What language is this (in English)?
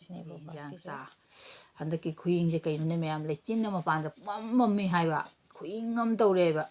Manipuri